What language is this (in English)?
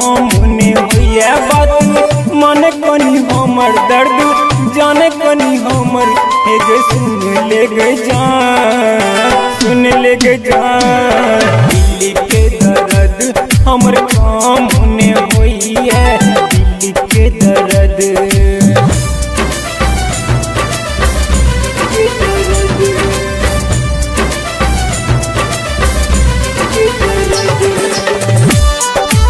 Maithili